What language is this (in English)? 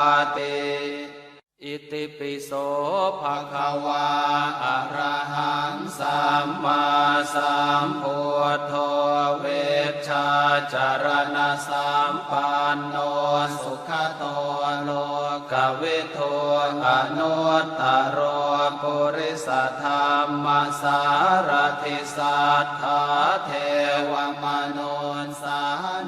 Pali